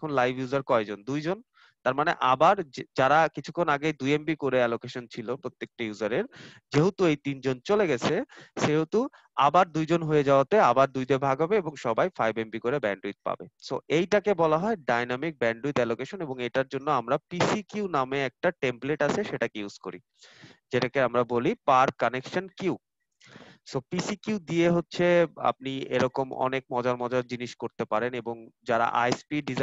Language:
Bangla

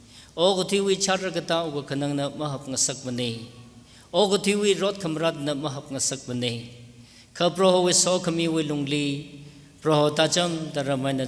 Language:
Tangkhul Naga (India)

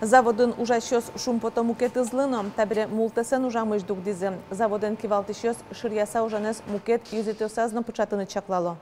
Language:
Udmurt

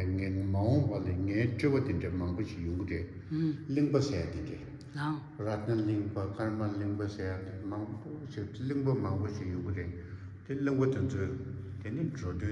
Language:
Tibetan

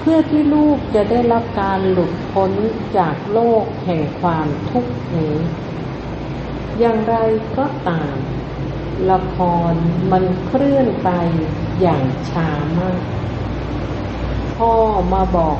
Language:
Thai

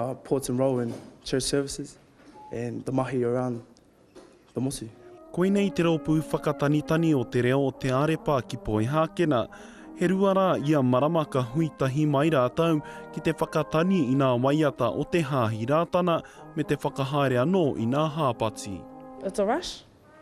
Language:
Māori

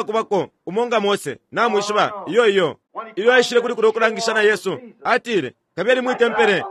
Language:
Bemba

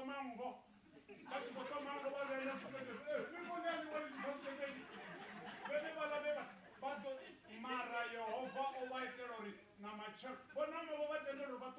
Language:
Venda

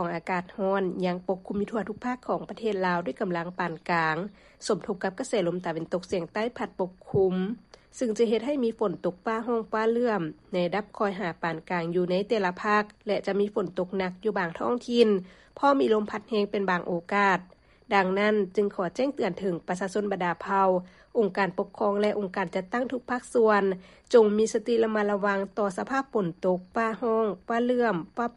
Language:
Lao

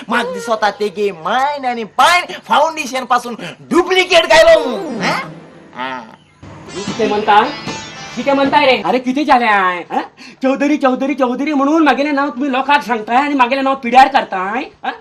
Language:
Konkani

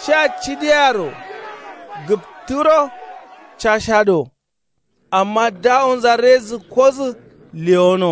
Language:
Kanuri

